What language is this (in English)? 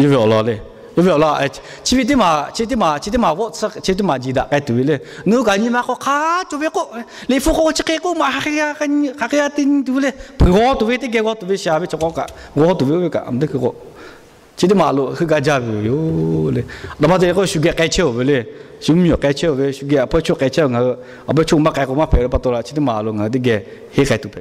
Lahu